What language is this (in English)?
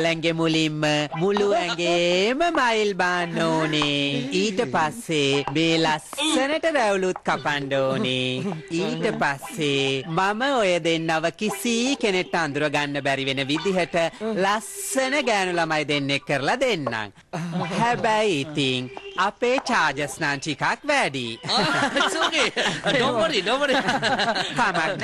Sinhala